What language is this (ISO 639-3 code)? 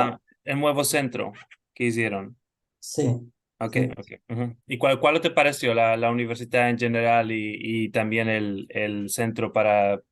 lad